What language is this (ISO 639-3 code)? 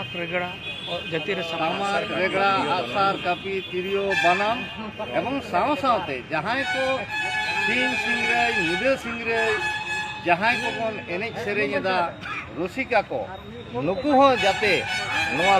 sat